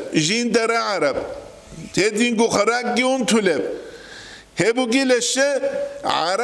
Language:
Avaric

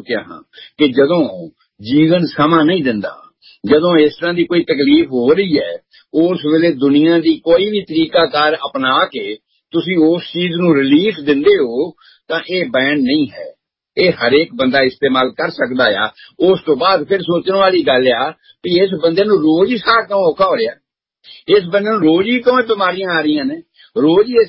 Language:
Punjabi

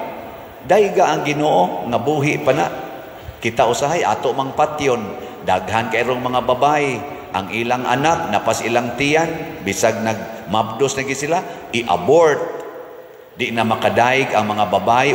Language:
Cebuano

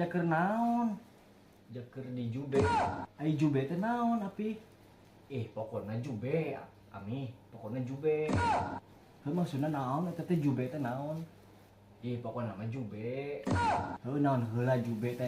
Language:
Sundanese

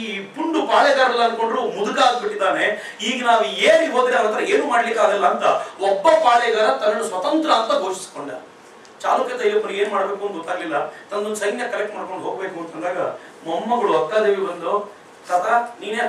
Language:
Kannada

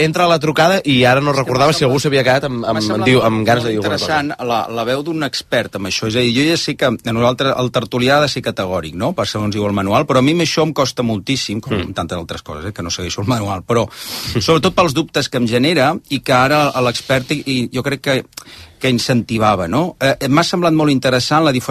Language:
Catalan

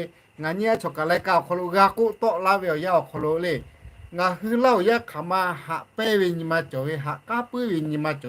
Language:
Lahu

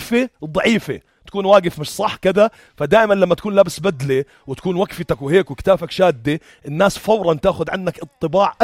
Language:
North Levantine Arabic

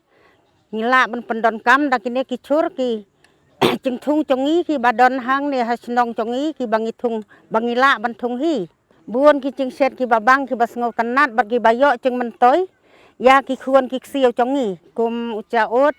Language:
Khasi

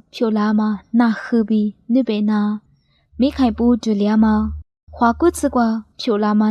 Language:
Lisu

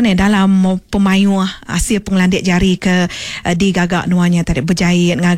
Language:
Iban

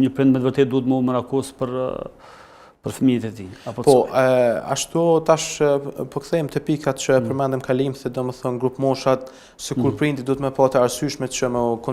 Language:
Albanian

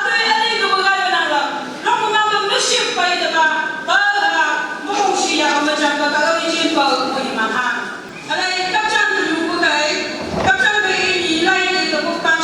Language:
Phom Naga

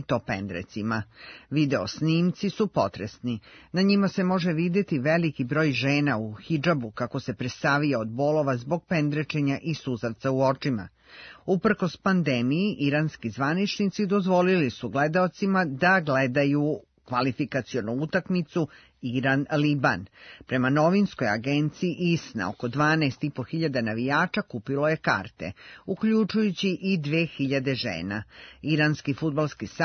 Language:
Serbian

